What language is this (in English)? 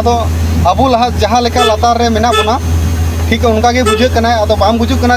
Santali